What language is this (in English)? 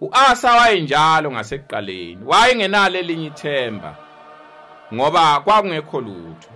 Zulu